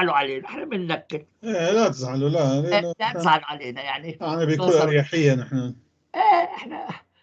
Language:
North Levantine Arabic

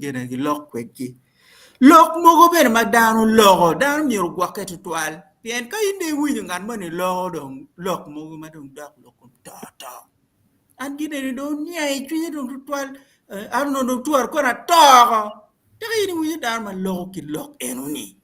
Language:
Acoli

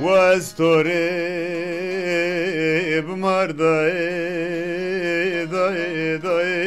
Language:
Zaza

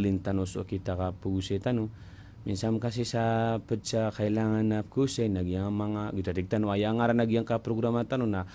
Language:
Maranao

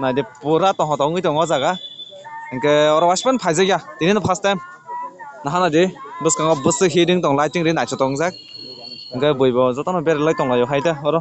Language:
Kok Borok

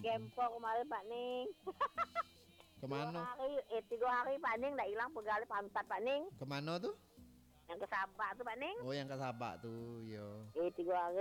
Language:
Minangkabau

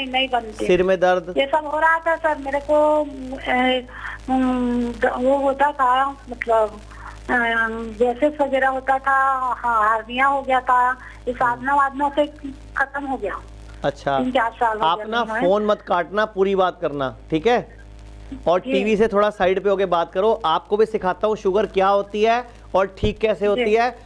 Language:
Hindi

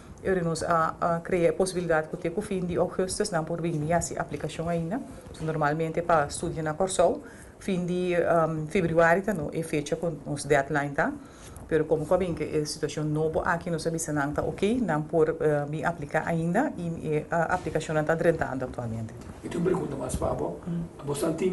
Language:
Papiamento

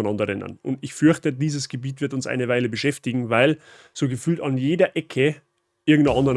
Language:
Bavarian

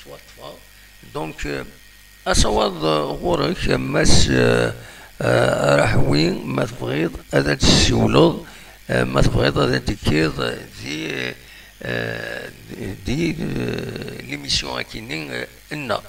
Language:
Kabyle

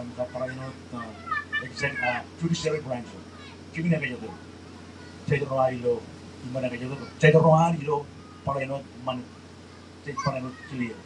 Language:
Marshallese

